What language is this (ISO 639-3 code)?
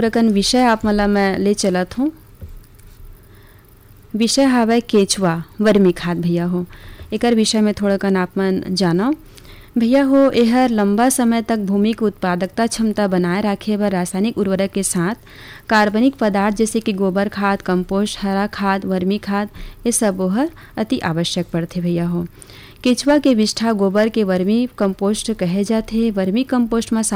hne